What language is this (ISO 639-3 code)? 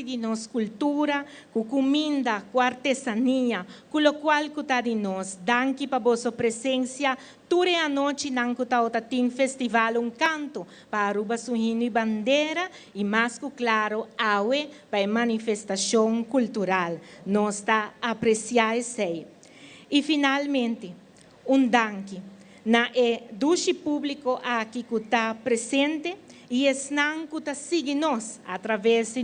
pap